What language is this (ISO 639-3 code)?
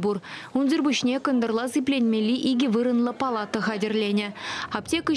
chv